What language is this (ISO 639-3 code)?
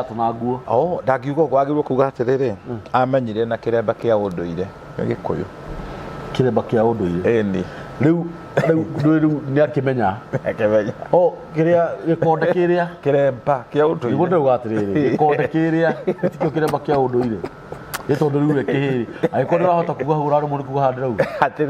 kik